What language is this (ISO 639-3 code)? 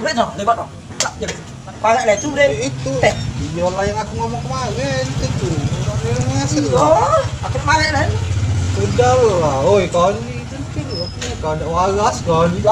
mui